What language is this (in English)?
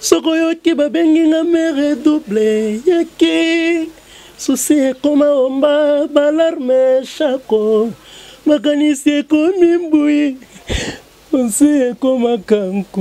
Lingala